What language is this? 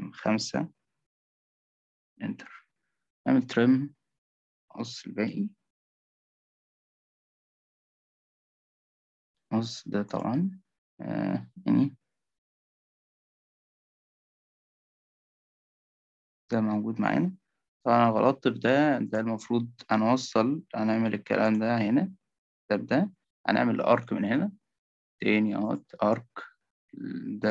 Egyptian Arabic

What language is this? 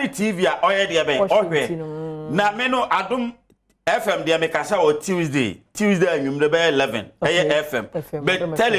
Akan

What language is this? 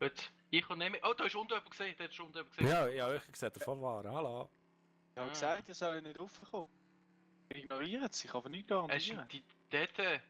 Swiss German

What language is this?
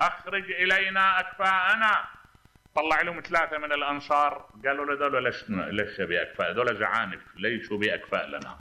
Mesopotamian Arabic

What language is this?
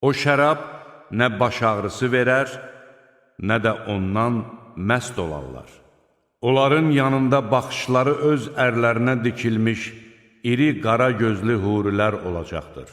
Azerbaijani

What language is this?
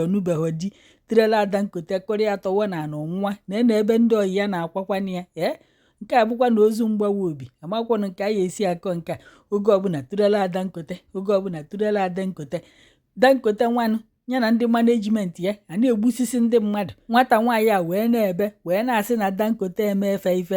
Igbo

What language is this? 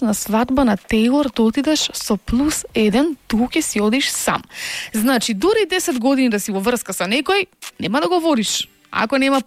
Macedonian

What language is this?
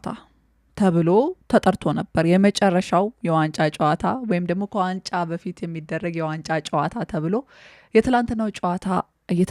Amharic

